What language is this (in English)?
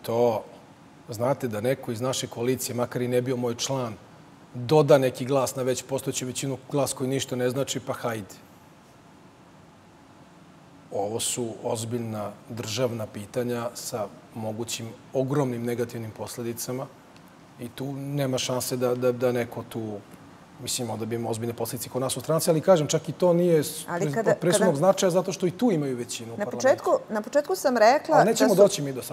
Serbian